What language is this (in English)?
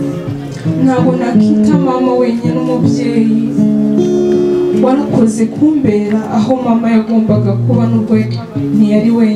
Kinyarwanda